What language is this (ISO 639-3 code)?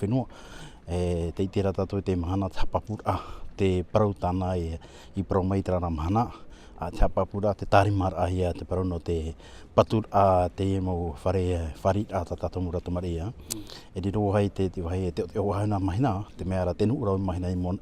tah